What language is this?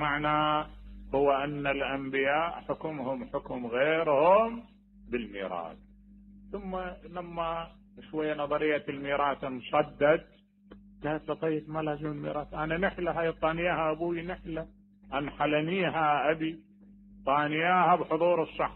Mesopotamian Arabic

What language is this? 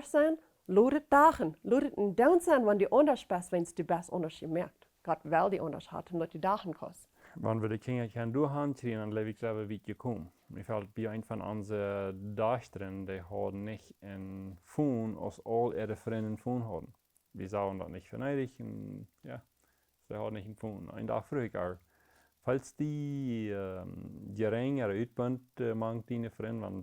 Plautdietsch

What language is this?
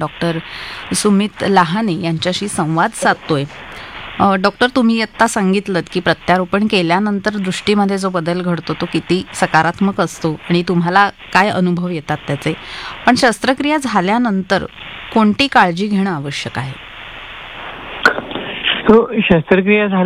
Marathi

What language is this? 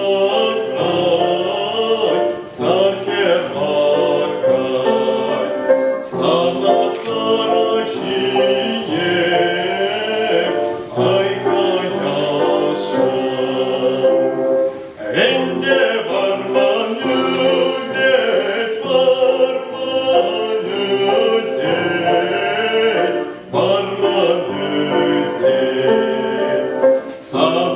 Chuvash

